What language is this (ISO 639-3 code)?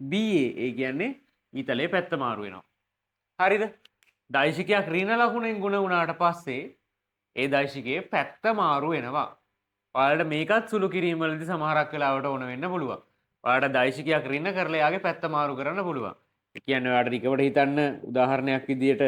sin